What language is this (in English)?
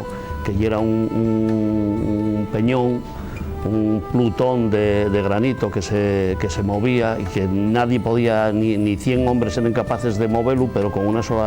Asturian